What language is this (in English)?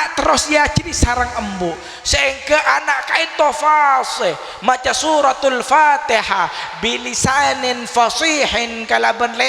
Madurese